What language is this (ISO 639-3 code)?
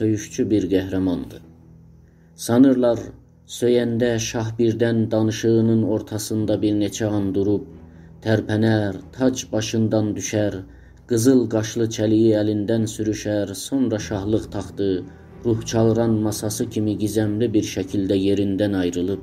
azb